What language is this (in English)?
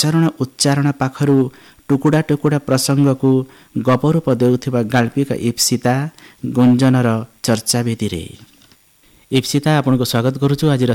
Odia